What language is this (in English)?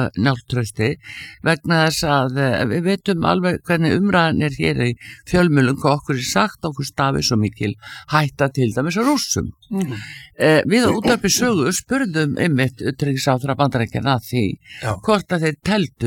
Icelandic